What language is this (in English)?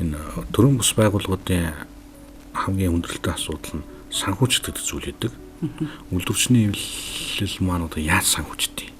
Mongolian